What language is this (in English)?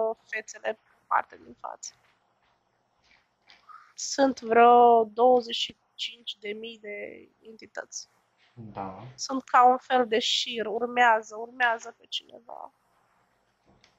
Romanian